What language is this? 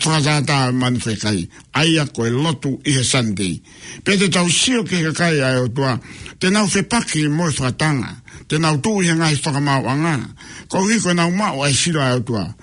Tongan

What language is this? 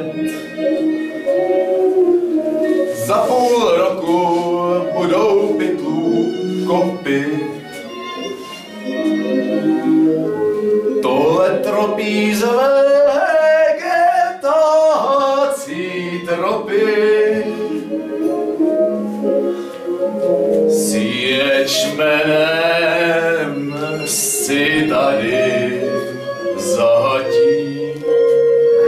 Czech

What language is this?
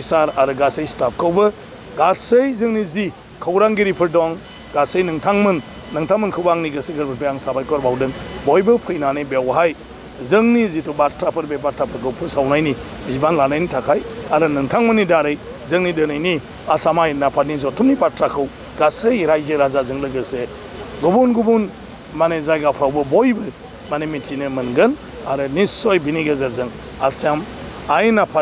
Bodo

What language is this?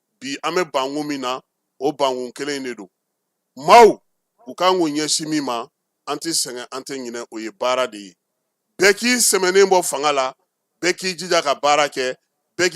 Bambara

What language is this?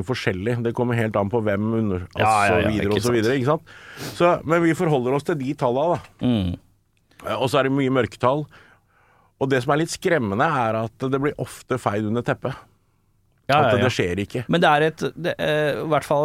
Norwegian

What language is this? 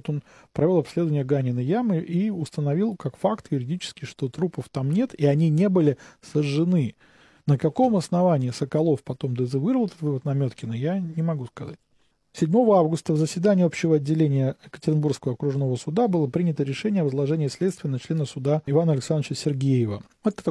Russian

